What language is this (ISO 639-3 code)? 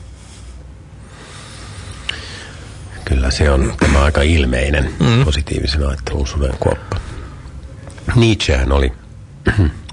fin